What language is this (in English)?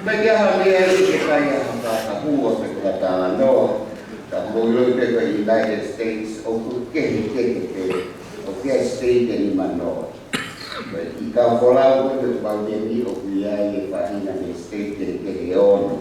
Tongan